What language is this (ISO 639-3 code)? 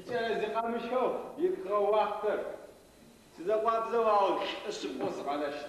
ady